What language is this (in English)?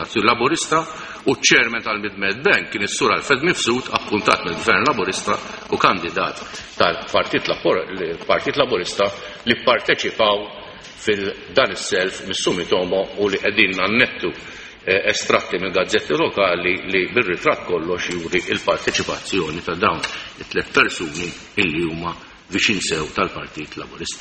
Maltese